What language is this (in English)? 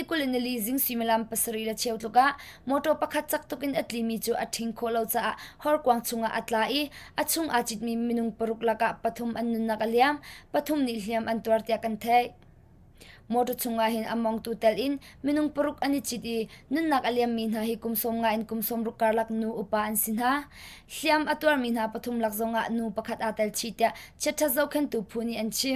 Hakha Chin